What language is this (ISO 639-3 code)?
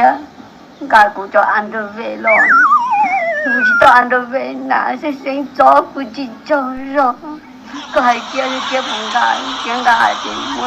hmn